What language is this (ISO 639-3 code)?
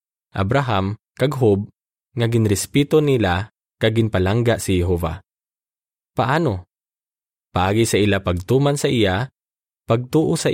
hil